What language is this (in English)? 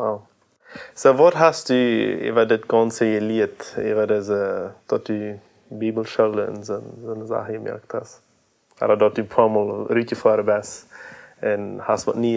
Plautdietsch